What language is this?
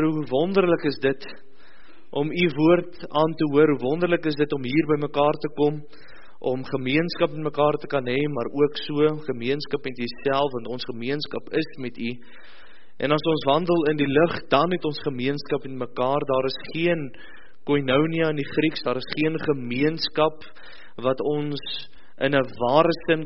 Afrikaans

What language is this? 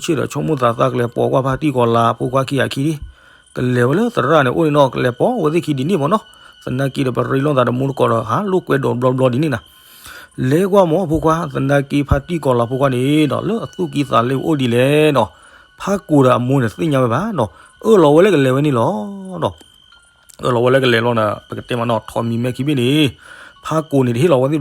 S'gaw Karen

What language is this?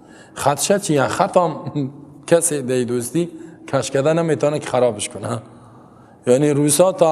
Persian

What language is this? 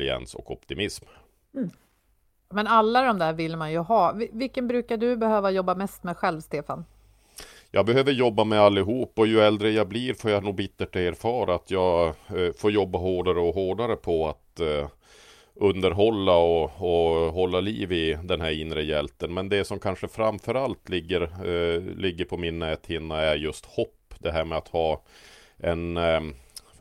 Swedish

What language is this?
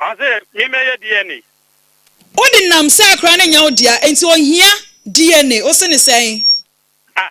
Akan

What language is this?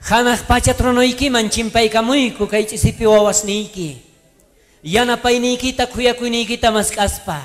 South Bolivian Quechua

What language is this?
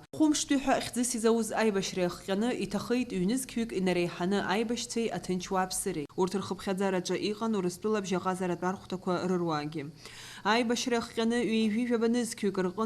Abkhazian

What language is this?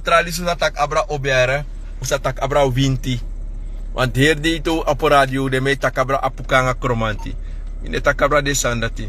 Sranan Tongo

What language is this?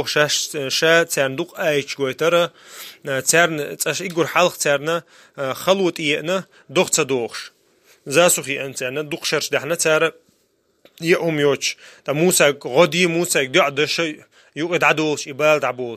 Chechen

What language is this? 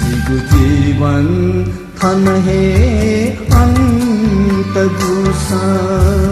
Newari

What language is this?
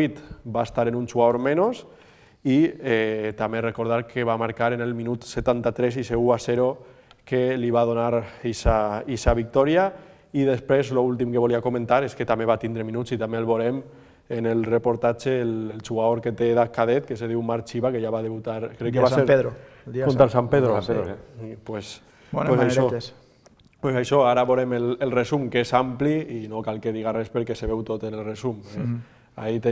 Catalan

